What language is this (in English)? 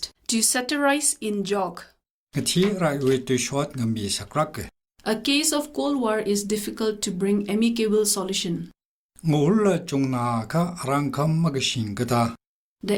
Tangkhul Naga (India)